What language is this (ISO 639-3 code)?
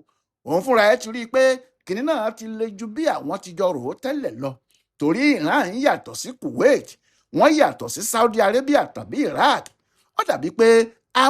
yor